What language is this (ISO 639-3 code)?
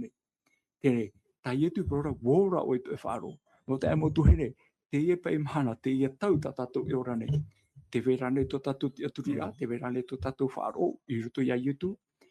tah